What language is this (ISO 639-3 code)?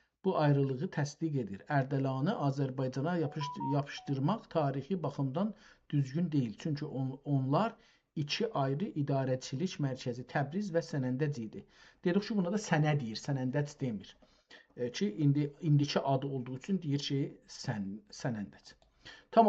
azb